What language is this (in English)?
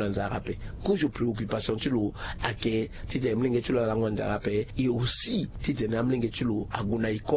Sango